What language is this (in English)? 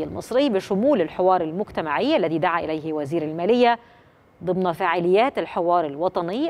Arabic